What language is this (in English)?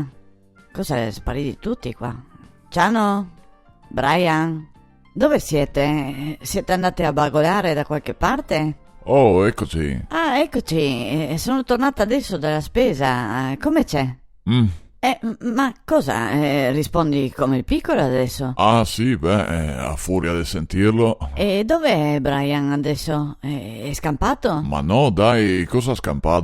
Venetian